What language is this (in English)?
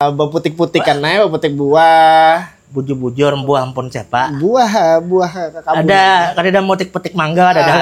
Banjar